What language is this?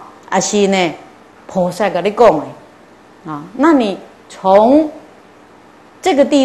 Chinese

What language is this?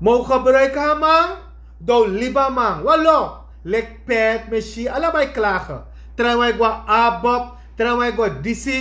Sranan Tongo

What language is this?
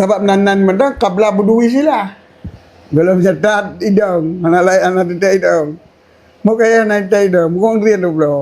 Achinese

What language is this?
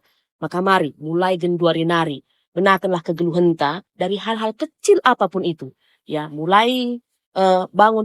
Batak Karo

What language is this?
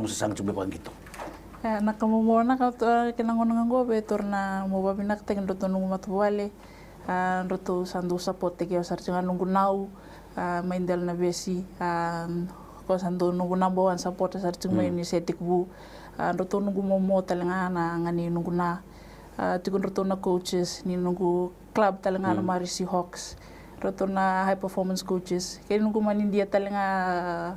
Fijian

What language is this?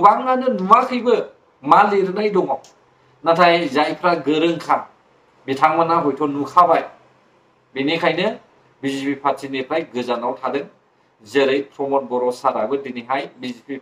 Bodo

